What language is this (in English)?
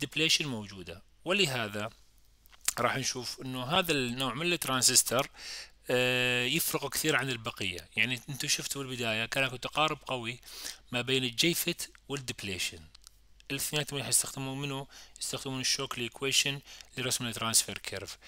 Mesopotamian Arabic